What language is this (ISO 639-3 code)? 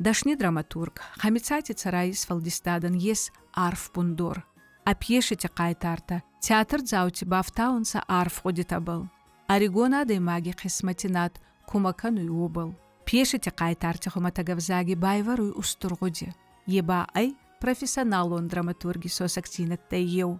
oss